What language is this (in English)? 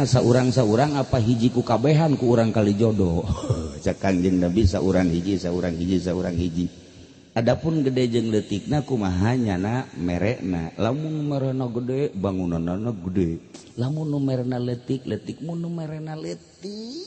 Sundanese